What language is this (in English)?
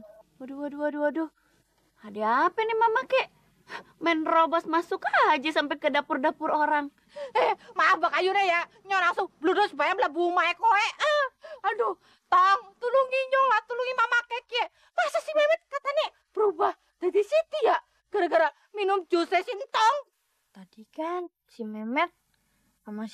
Betawi